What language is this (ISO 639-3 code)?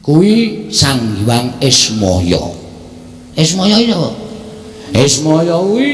jav